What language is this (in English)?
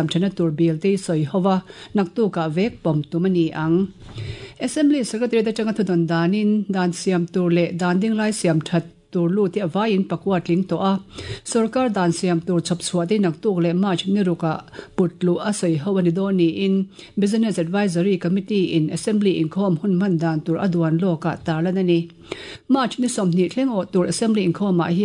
Mizo